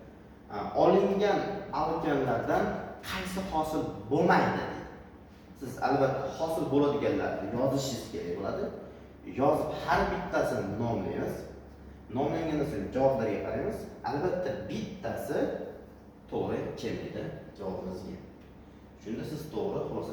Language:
Uzbek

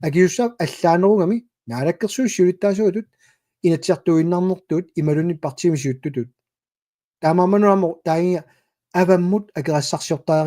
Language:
Kalaallisut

